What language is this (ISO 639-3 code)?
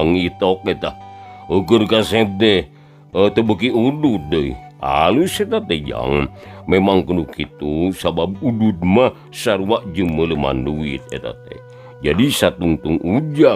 sun